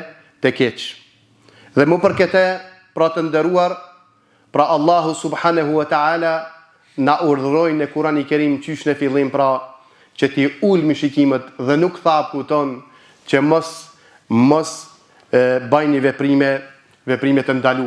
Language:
Albanian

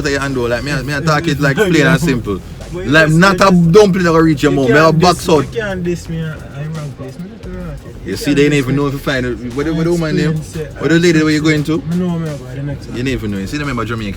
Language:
Jamaican Creole English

